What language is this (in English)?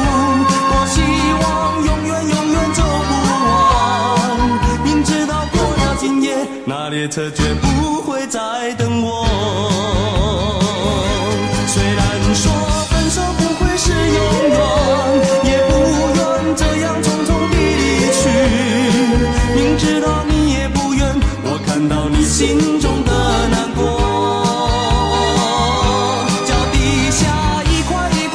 Chinese